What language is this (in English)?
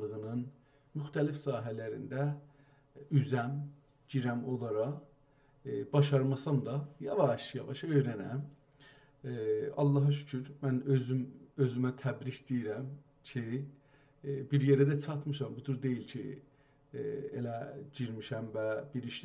South Azerbaijani